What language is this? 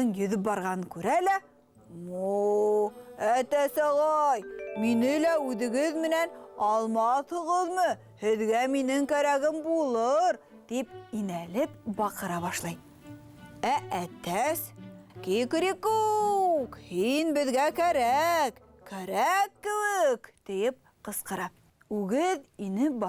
Bashkir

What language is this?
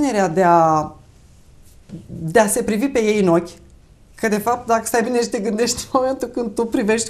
Romanian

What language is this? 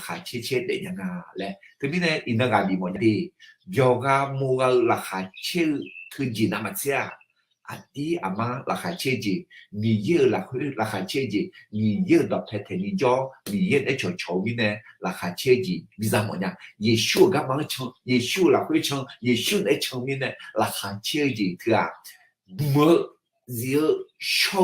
Akha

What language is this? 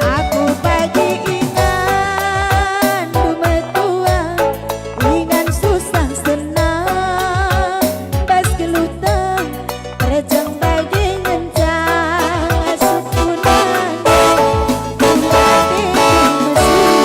Batak Karo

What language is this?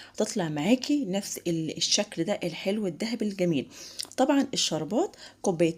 Egyptian Arabic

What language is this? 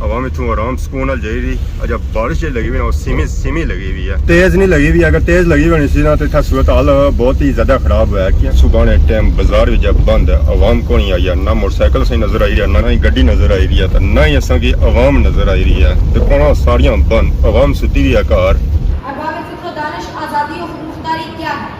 Pahari-Potwari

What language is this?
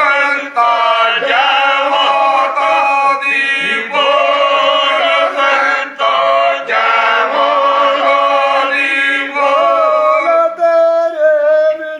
Dogri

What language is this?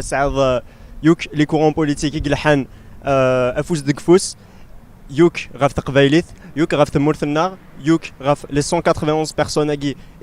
Kabyle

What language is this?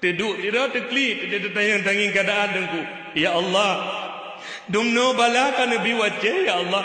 Achinese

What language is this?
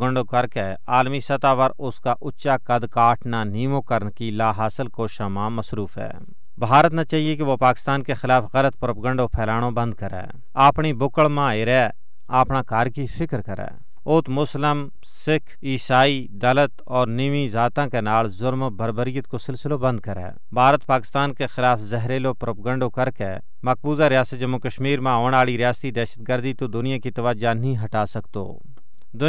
Gujari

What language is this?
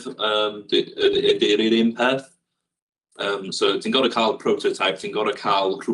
Welsh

